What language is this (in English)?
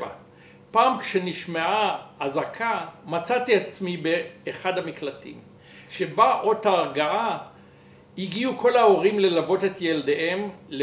Hebrew